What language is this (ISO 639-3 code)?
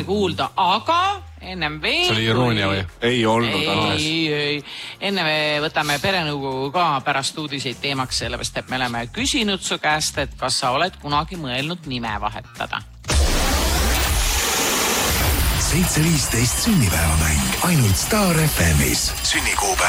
est